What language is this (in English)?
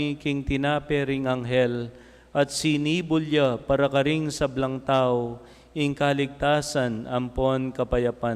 Pampanga